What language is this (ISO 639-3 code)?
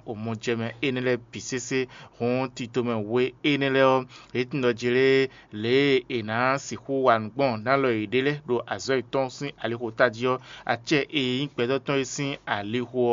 fon